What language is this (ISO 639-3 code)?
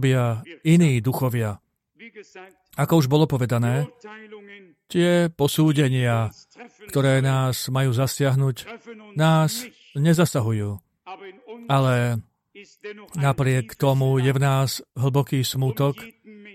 slk